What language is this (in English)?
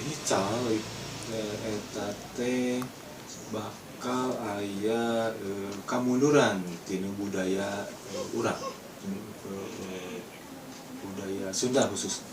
Sundanese